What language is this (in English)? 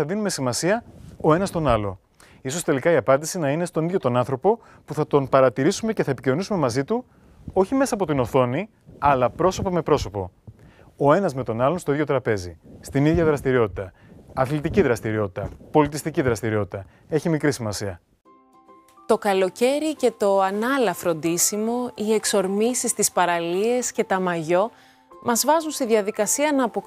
Greek